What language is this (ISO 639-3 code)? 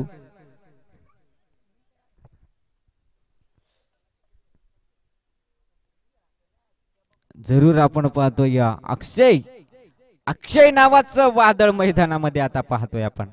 mar